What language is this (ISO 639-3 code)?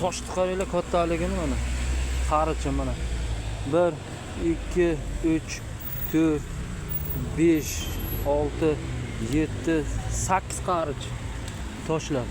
uzb